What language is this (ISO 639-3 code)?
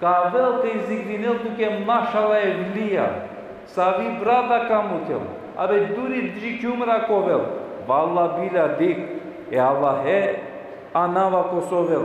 rmn